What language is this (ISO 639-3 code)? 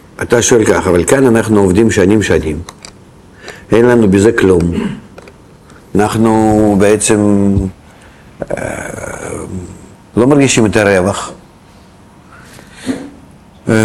heb